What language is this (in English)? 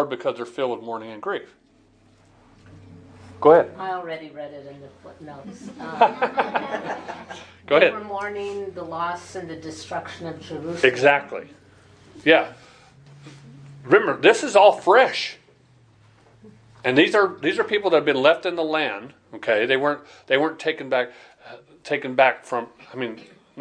English